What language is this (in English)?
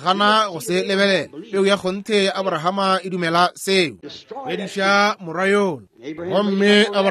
Northern Sotho